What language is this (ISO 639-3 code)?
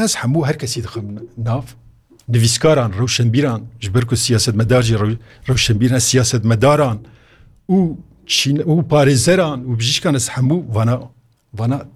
kur